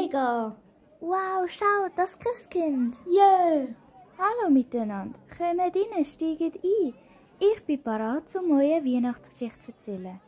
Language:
Swiss German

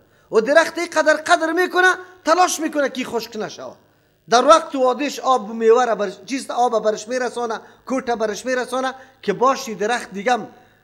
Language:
Persian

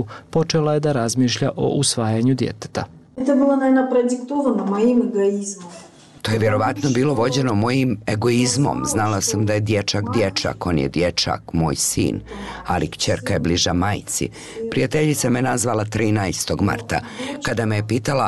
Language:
Bosnian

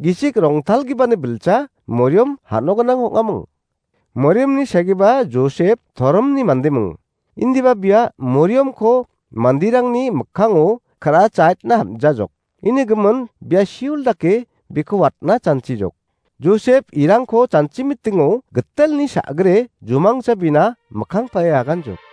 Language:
Garo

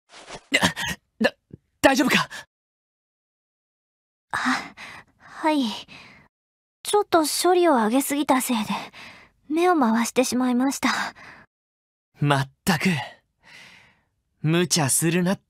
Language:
Japanese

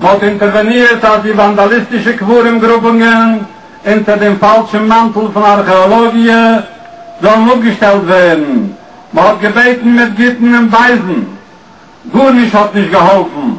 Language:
Yiddish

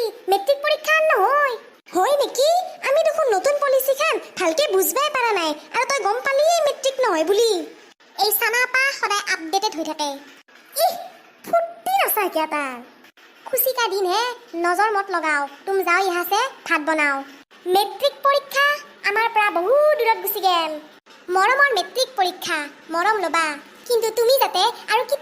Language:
Assamese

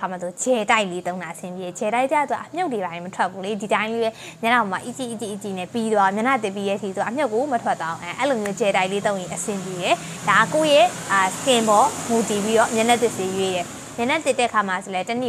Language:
Burmese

